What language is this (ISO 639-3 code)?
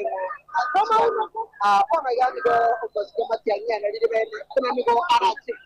guz